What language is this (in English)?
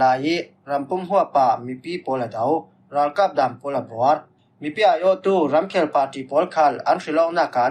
Falam Chin